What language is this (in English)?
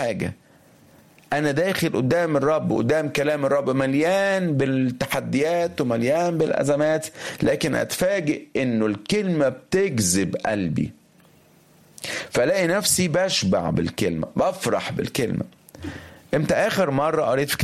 Egyptian Arabic